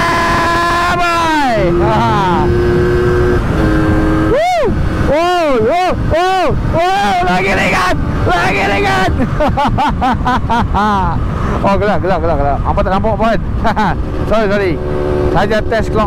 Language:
Malay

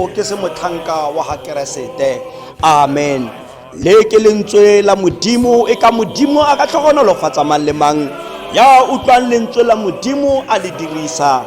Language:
Tswana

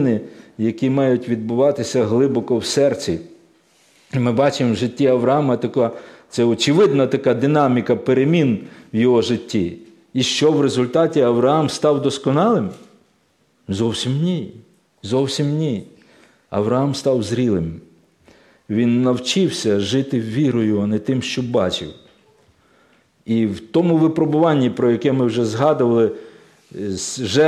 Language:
Ukrainian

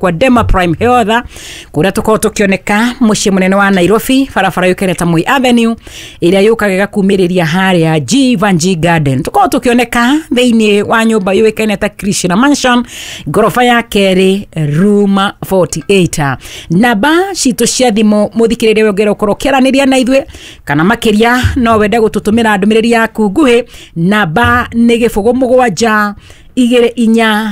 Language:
Kikuyu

